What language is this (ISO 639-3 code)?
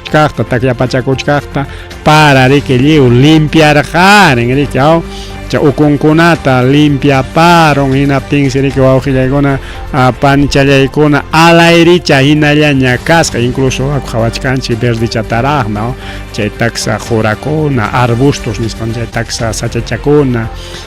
quy